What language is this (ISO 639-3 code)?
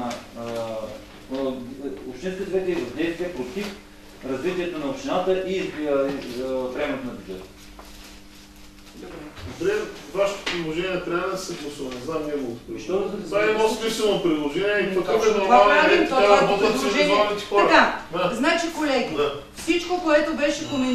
bul